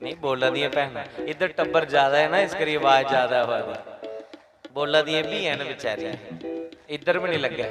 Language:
Dogri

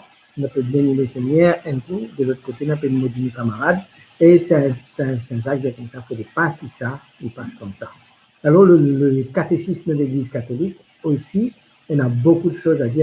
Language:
Morisyen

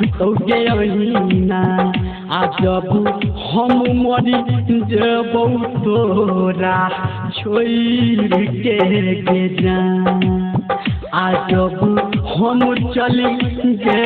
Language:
Maithili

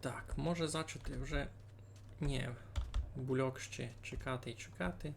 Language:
Rusyn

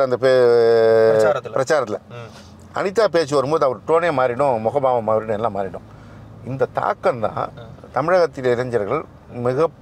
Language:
Tamil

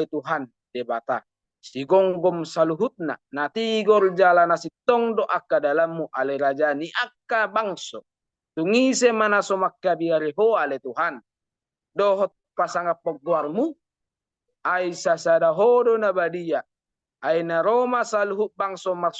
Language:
Batak Toba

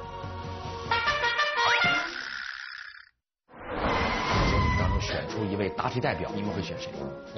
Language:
Chinese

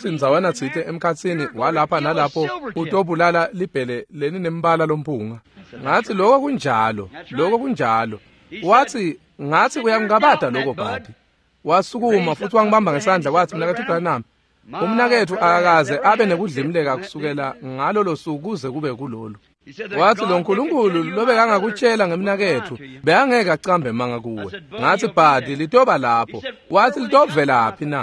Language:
Swati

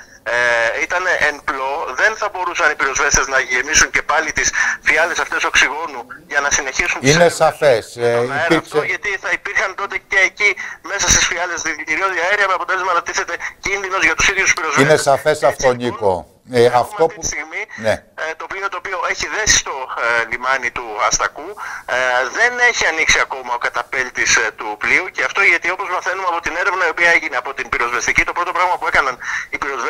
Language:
Greek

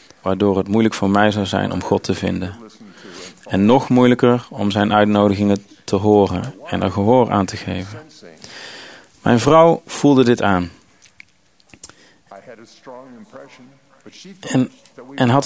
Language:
Dutch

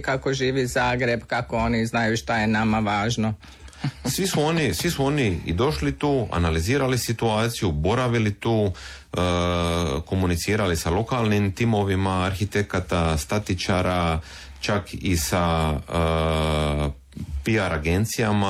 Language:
Croatian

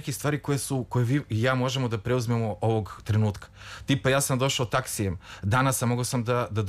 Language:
Serbian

